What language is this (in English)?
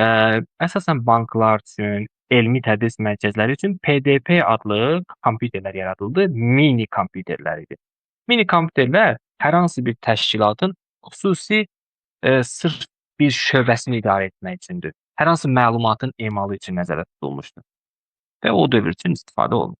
Azerbaijani